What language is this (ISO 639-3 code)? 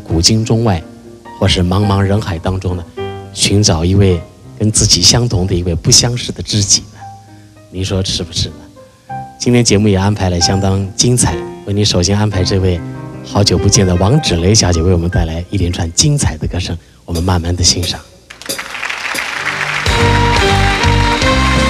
zho